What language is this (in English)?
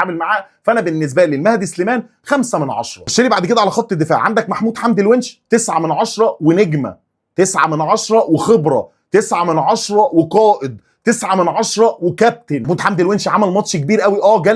Egyptian Arabic